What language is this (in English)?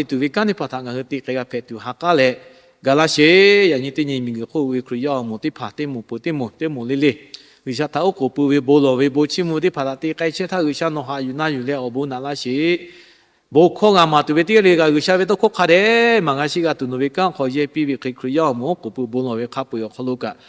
Lahu